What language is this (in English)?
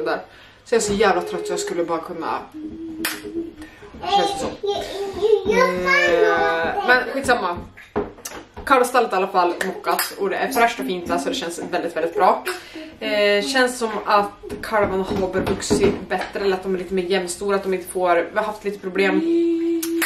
Swedish